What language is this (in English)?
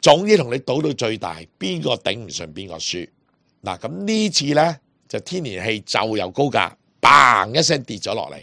Cantonese